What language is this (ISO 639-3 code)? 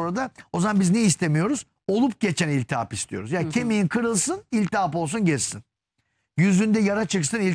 tur